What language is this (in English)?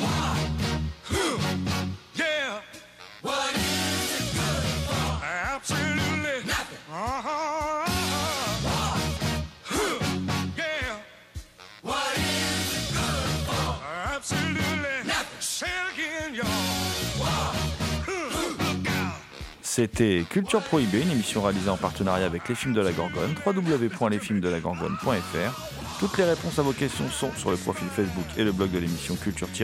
French